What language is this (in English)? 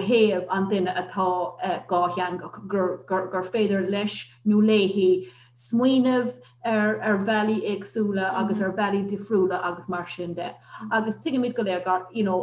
Irish